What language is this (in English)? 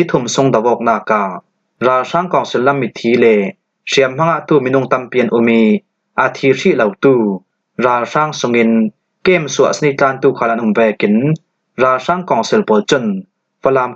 Falam Chin